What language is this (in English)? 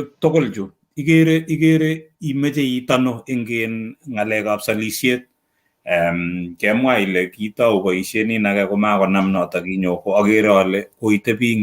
Kalenjin